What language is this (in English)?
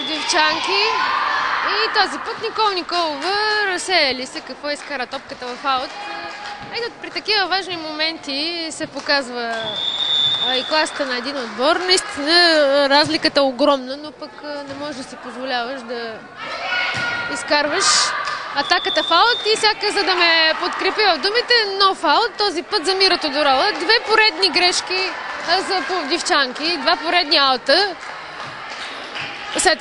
Bulgarian